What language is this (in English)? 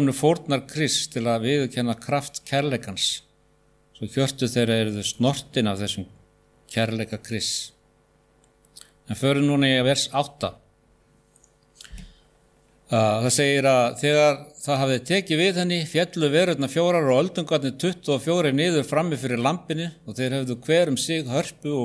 Icelandic